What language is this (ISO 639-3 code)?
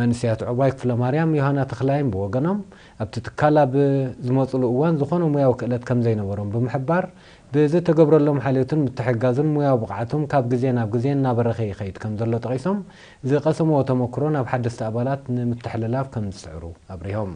tir